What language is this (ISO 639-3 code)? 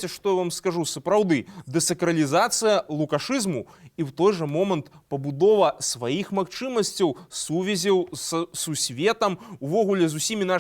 bel